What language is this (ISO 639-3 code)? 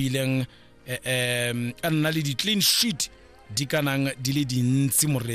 tsn